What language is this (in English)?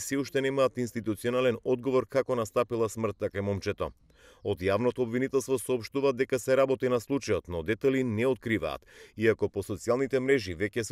Macedonian